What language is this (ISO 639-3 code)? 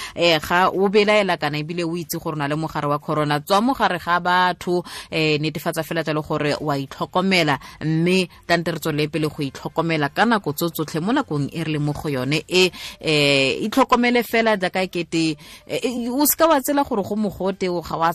tsn